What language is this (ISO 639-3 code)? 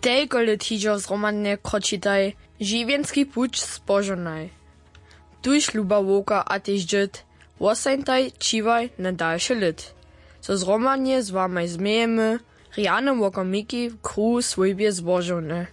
hsb